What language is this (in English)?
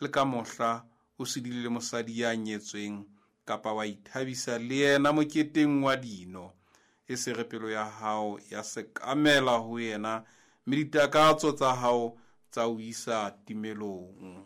Southern Sotho